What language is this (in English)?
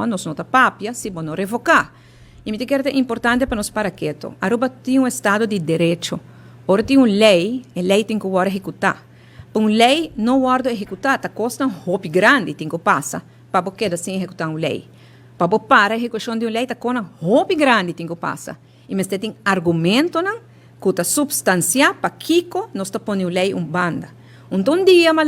Papiamento